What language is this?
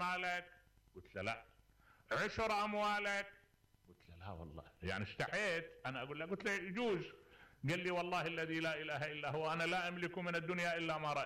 Mesopotamian Arabic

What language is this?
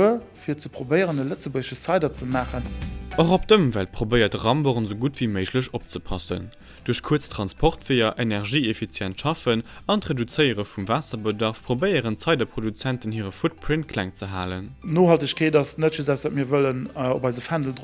Luxembourgish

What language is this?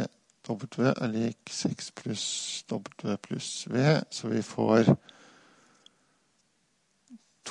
Norwegian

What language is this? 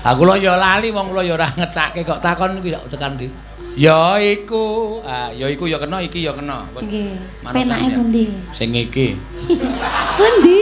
Javanese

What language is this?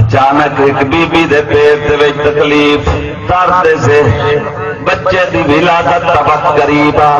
Saraiki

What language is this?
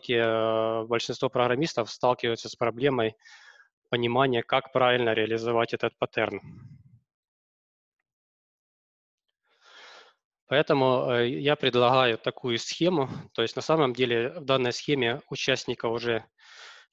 Russian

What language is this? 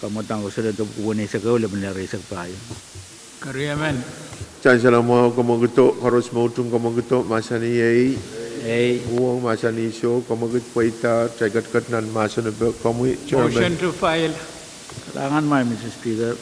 Pohnpeian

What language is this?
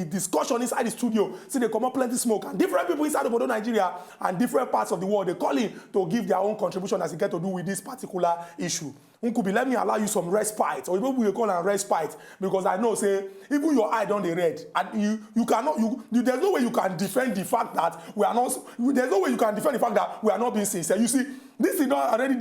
Nigerian Pidgin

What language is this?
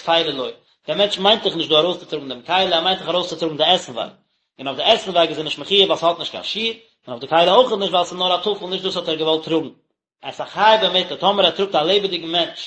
Yiddish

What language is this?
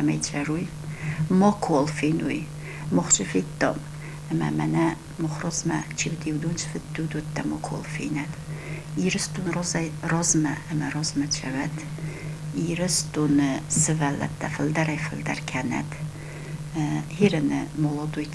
Ossetic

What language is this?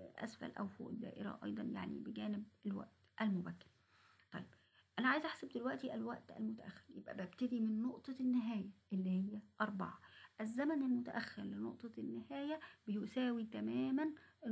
Egyptian Arabic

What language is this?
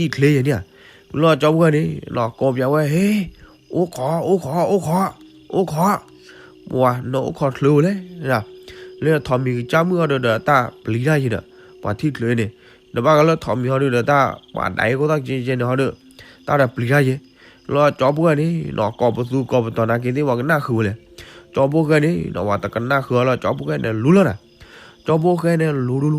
S'gaw Karen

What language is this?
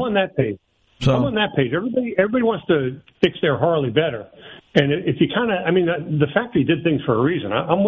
English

